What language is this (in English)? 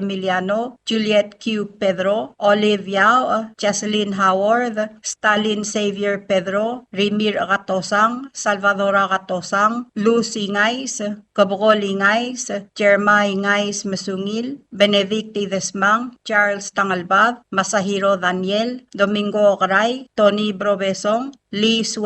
Palauan